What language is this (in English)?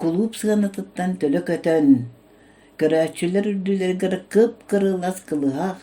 Yakut